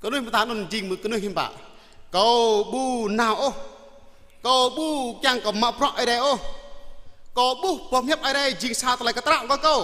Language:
Jarai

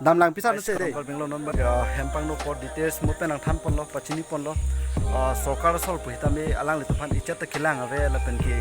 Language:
Karbi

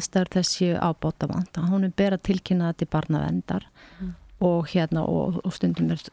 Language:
Icelandic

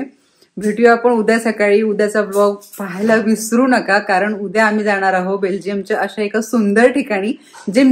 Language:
Marathi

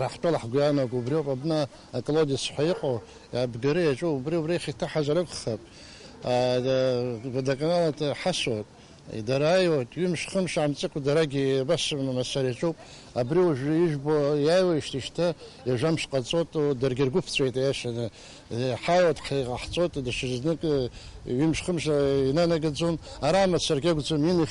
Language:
Abkhazian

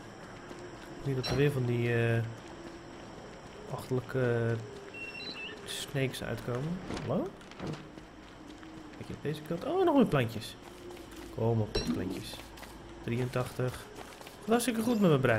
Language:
Dutch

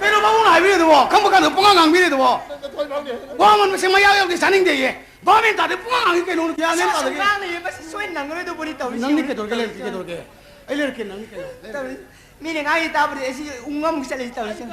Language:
Manipuri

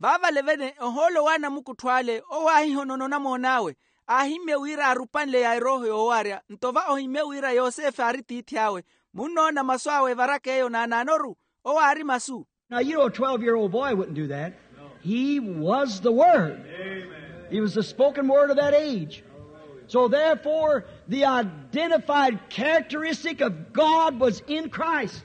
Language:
Makhuwa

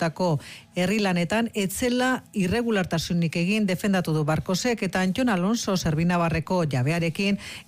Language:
Basque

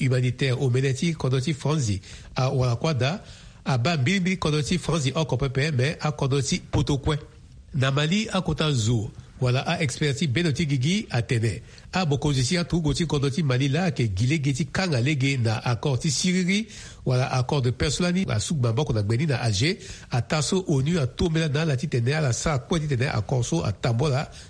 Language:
Sango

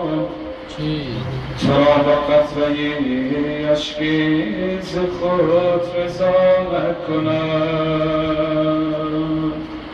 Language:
Persian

